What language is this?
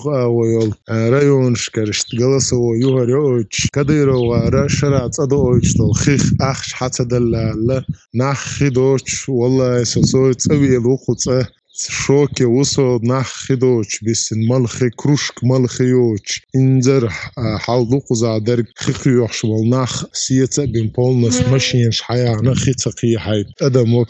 Chechen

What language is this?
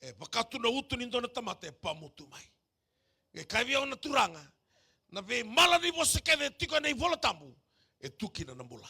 Fijian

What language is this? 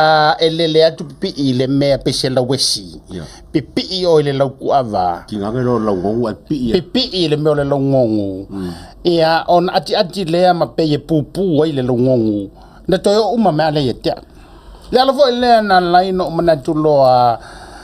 Samoan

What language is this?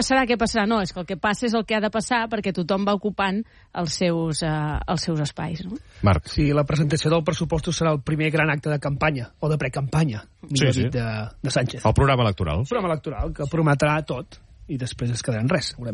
Catalan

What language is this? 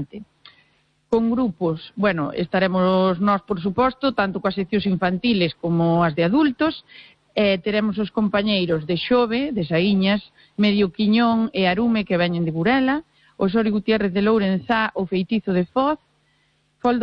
Galician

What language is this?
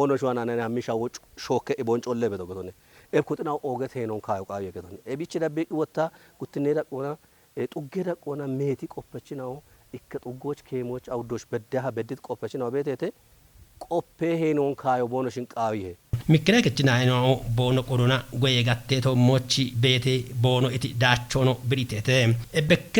Kafa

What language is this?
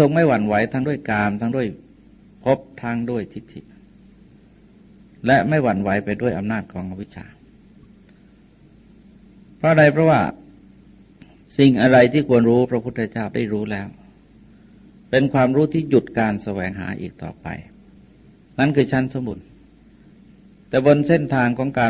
Thai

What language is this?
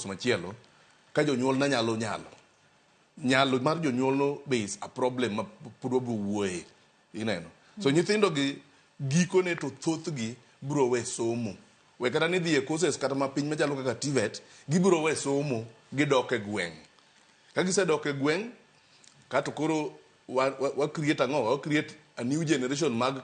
Luo (Kenya and Tanzania)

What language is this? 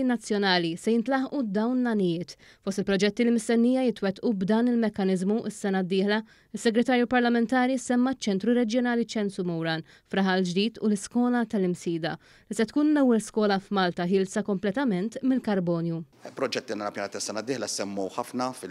Maltese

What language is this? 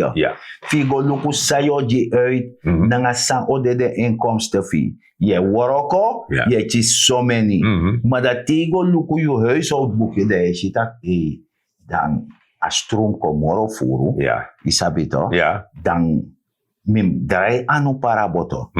Sranan Tongo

